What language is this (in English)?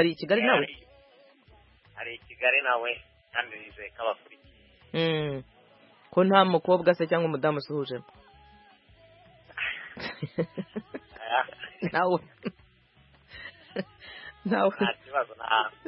Kinyarwanda